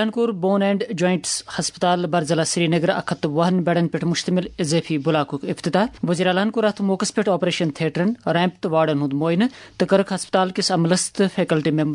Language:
Kashmiri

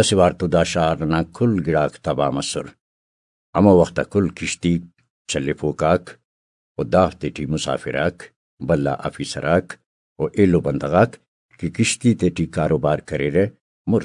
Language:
Brahui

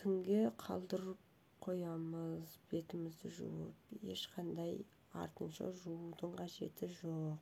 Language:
Kazakh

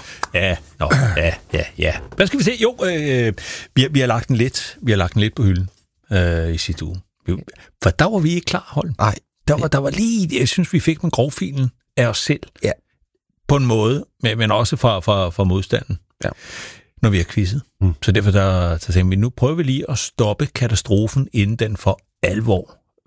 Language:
Danish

